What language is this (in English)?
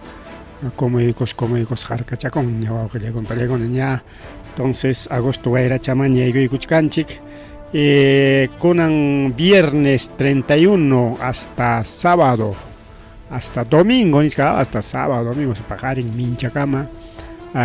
Ayacucho Quechua